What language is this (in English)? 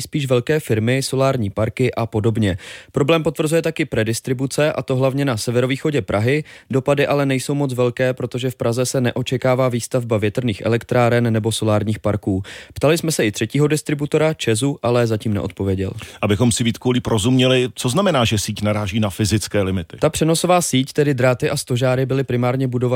Czech